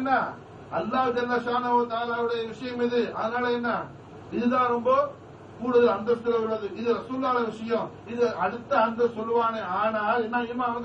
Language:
Tamil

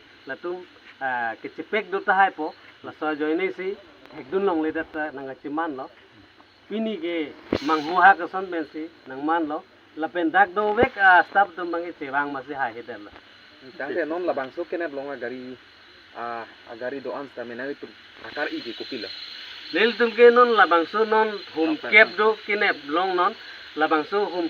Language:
Karbi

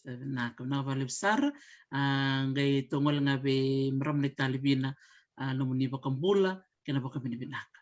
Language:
Fijian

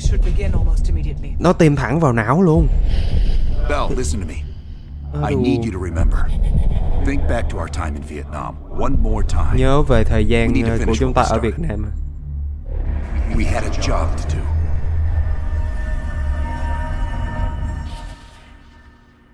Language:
Vietnamese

